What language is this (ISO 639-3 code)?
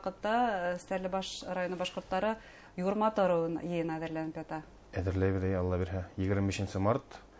bak